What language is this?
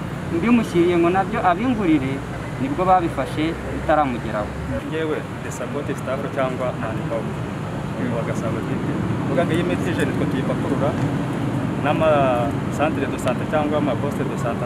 Kinyarwanda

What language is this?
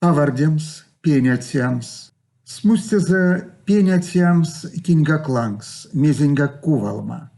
Erzya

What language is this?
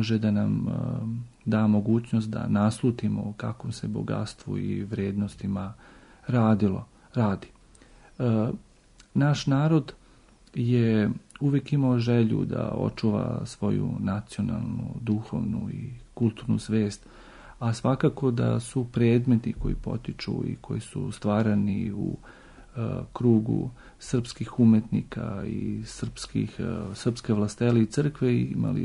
Serbian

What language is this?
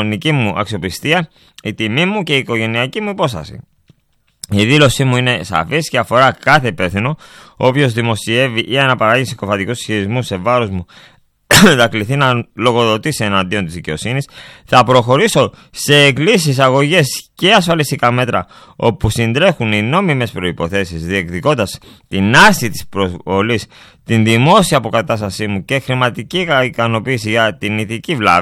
Greek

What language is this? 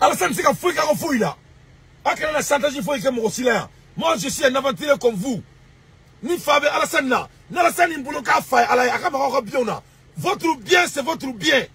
Bambara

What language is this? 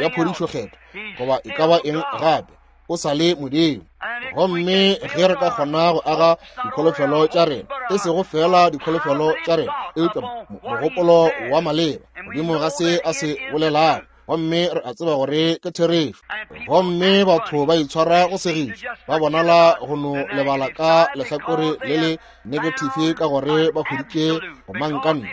Northern Sotho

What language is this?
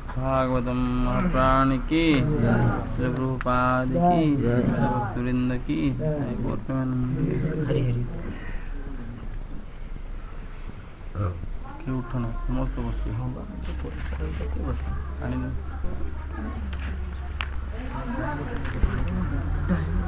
Odia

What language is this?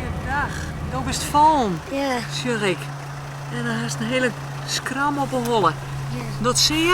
Western Frisian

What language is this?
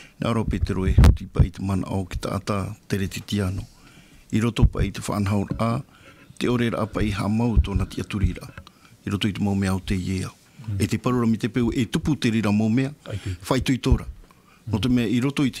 Tahitian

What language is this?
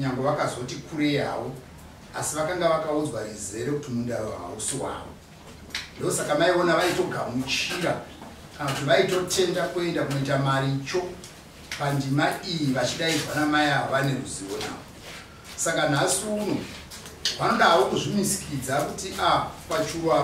Shona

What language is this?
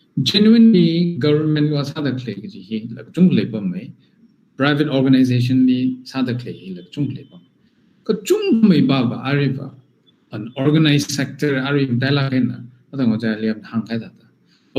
Tangkhul Naga (India)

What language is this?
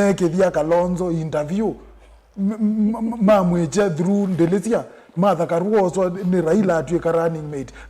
Kamba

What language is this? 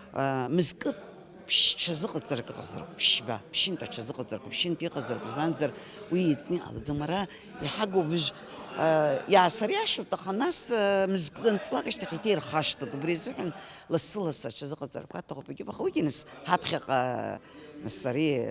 Abkhazian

